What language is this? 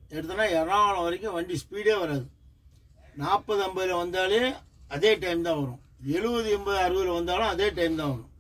Tamil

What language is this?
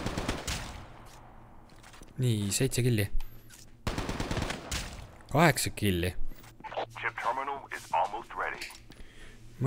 Estonian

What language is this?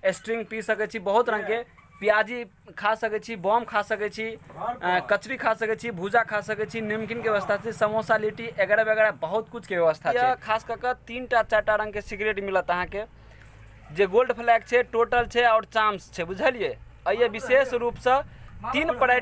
Maithili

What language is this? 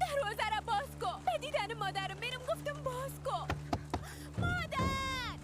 Persian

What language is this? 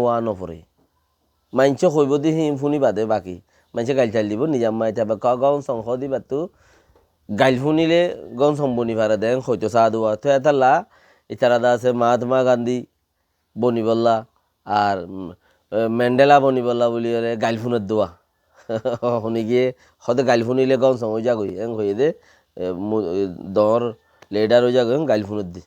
Rohingya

